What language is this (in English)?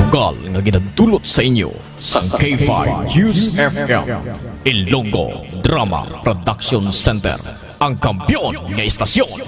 Hiligaynon